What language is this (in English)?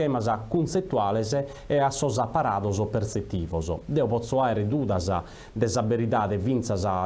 Sardinian